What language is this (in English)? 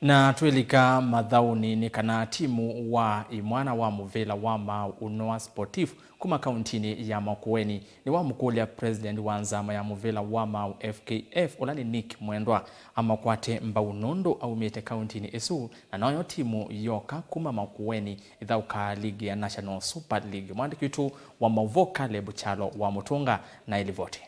Kamba